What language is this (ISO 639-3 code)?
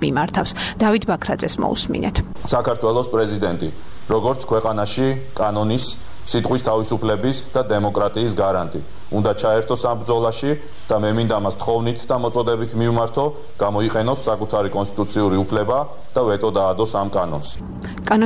kat